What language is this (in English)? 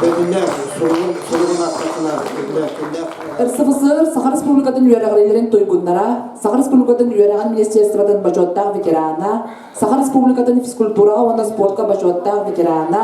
Yakut